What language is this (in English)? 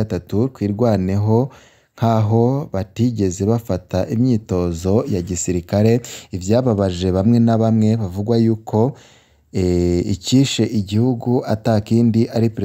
Rundi